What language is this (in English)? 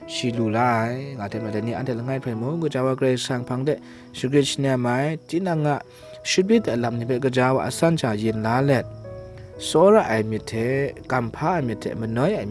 Kachin